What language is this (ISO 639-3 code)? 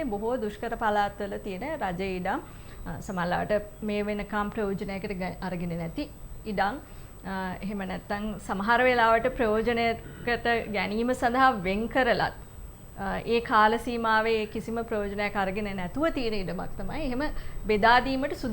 sin